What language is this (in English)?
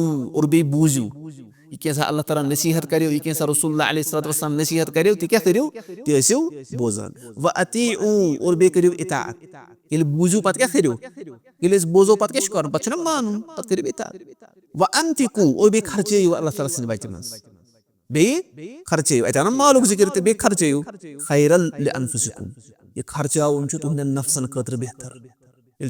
Kashmiri